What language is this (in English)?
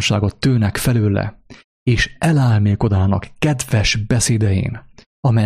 Hungarian